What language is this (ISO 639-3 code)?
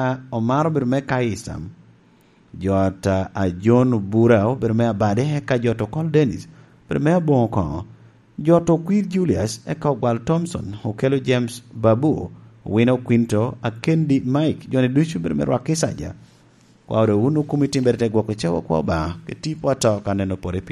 laj